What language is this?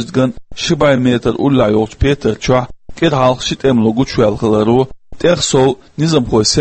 Chechen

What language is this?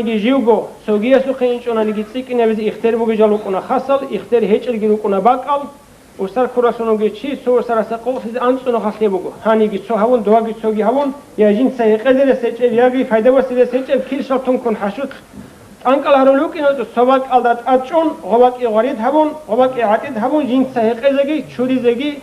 Avaric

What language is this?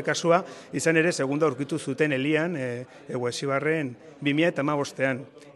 Basque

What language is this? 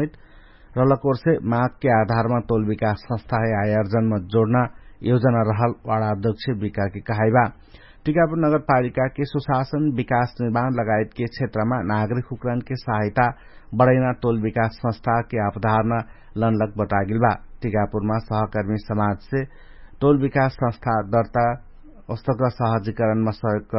Dangaura Tharu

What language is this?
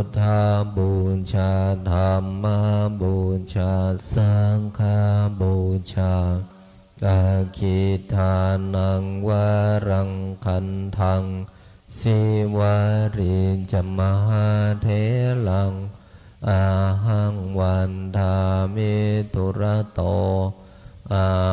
Pali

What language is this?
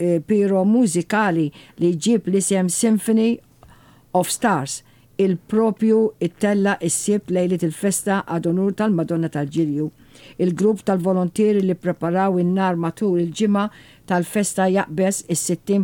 Maltese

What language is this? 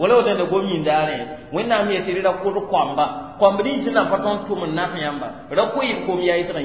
Mossi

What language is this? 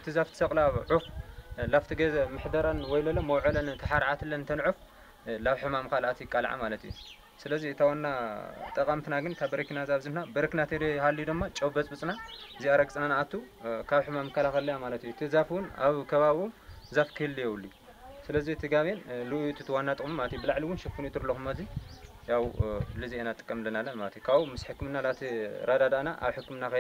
Tigrinya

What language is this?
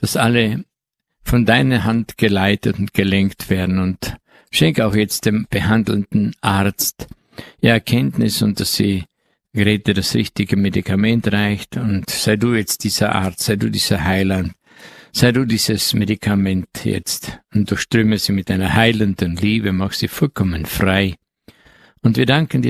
German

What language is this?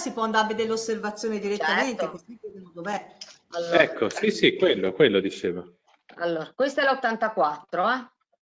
Italian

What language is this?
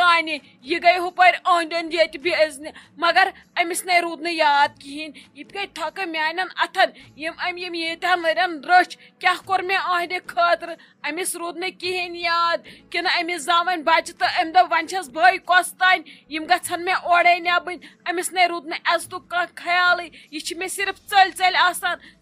Kashmiri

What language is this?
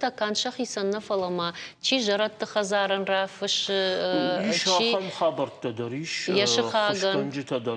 Ossetic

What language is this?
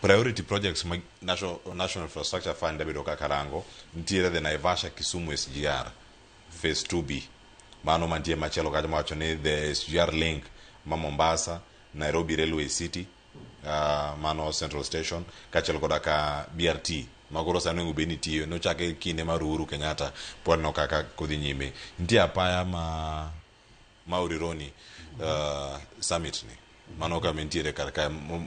Luo (Kenya and Tanzania)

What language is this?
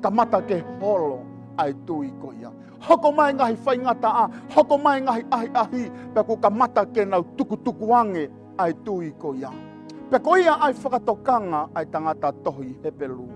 Tongan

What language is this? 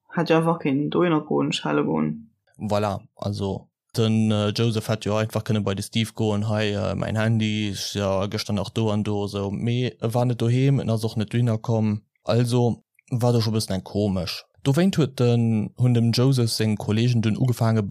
Luxembourgish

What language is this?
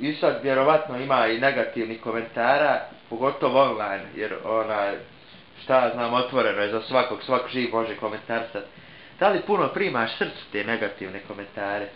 Bosnian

